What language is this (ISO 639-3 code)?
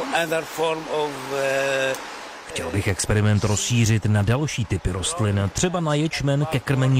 ces